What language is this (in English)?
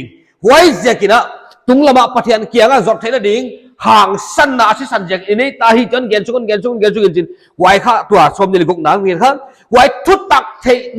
Paite Chin